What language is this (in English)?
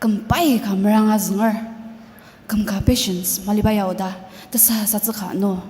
Ao Naga